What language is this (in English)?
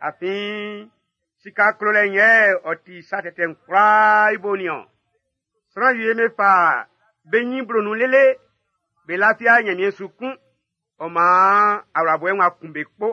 Baoulé